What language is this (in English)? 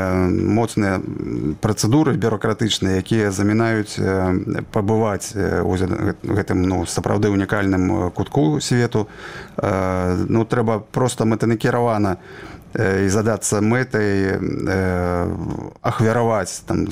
Belarusian